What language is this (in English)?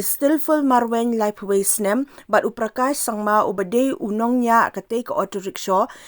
Khasi